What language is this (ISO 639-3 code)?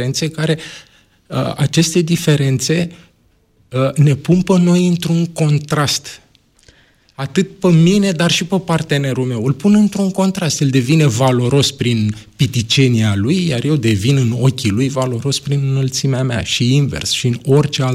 ron